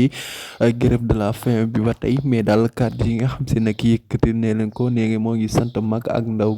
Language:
Wolof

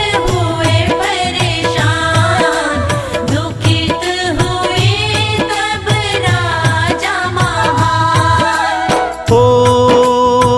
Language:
Hindi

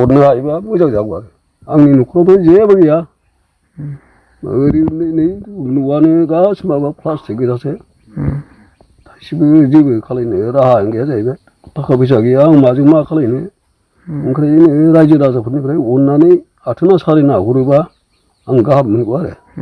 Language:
Bodo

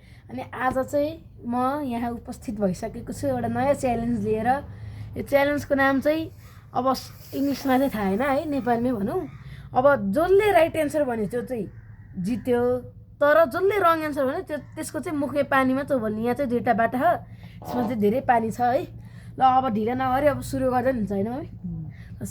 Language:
Nepali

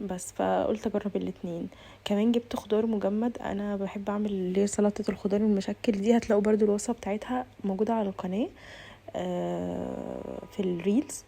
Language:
Egyptian Arabic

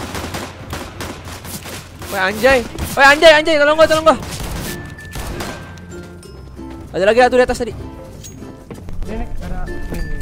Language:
Indonesian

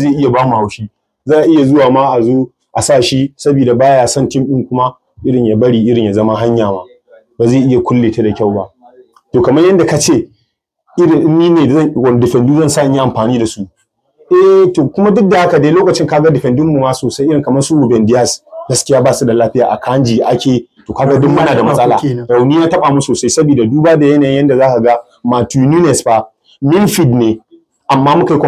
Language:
Hausa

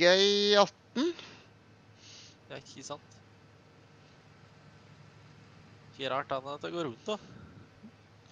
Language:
Norwegian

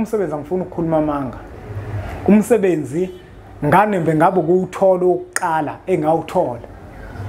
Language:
Zulu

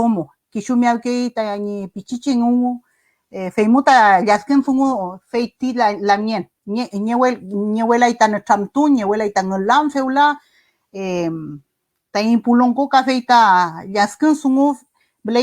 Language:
Mapuche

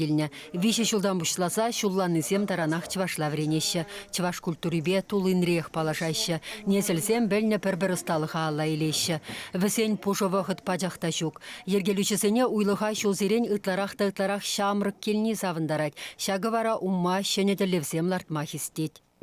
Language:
Chuvash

